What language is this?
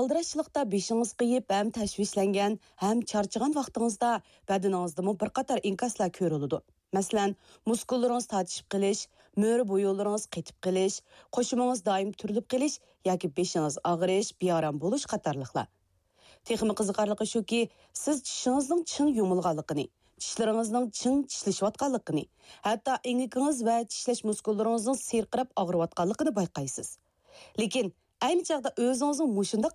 Uyghur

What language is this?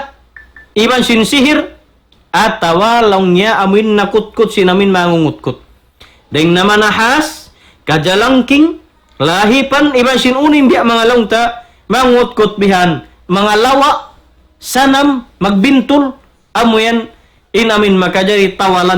Tausug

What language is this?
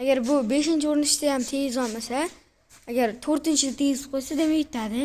Uzbek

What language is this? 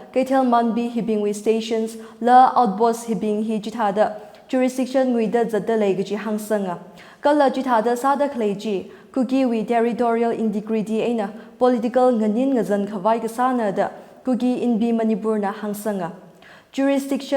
Tangkhul Naga (India)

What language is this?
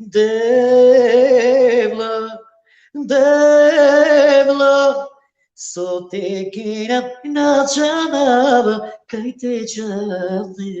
Balkan Romani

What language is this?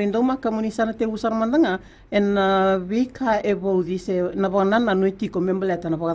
Fijian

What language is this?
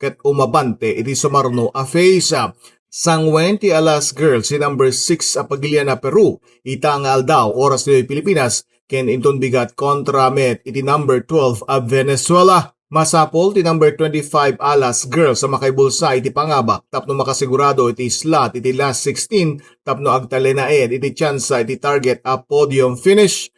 Iloko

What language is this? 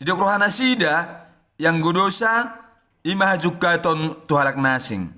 Batak Toba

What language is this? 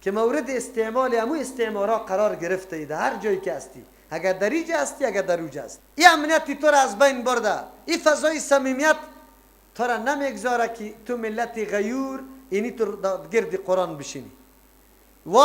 Persian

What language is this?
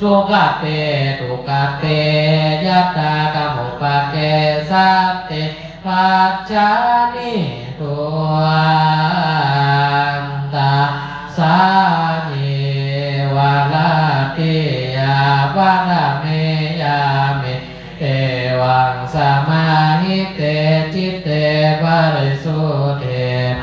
Pali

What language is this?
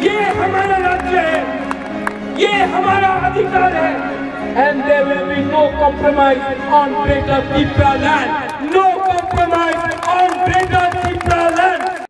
Kok Borok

